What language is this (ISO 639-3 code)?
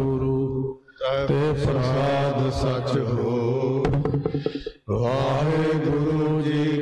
pan